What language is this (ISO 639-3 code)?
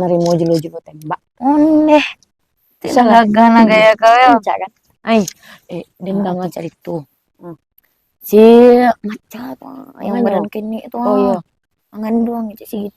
min